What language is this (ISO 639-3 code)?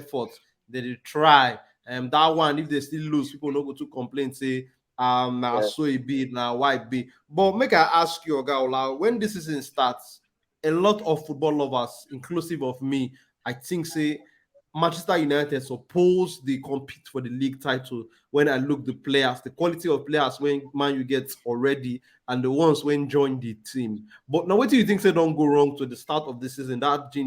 pcm